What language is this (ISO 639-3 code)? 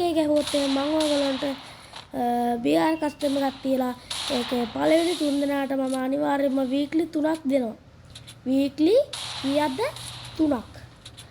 sin